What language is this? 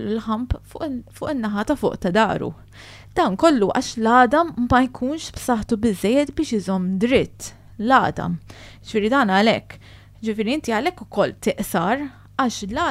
Maltese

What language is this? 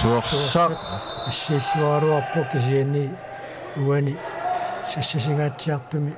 Kalaallisut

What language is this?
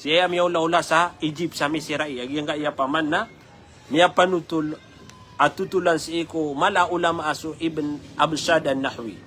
Maranao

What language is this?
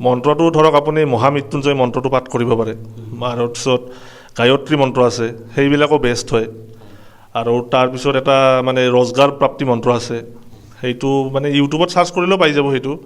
Assamese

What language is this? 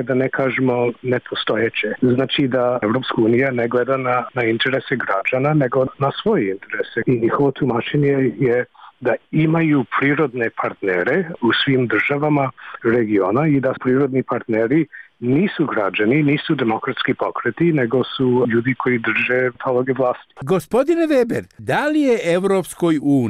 Serbian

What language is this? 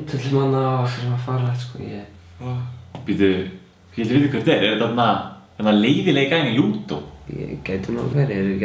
Icelandic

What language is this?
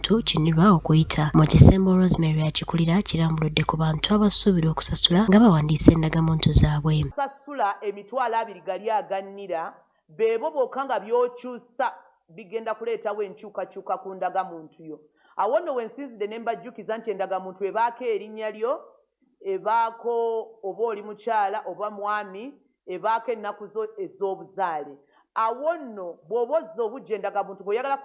Ganda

